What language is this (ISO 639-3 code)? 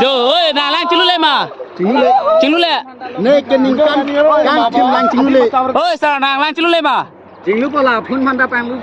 mjw